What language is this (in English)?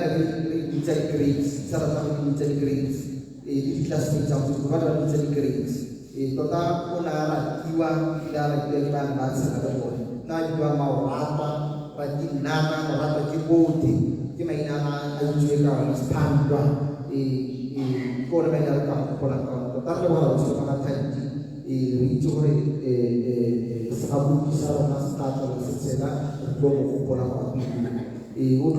Tswana